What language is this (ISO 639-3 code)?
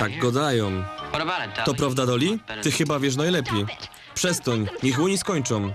szl